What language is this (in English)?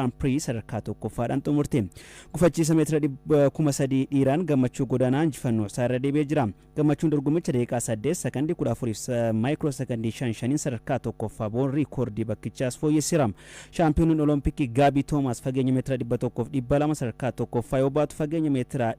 Oromo